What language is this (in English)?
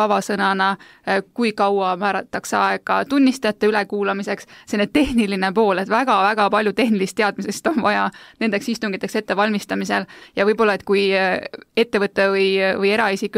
Estonian